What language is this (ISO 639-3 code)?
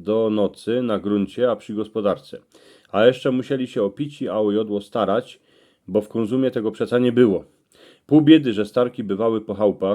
szl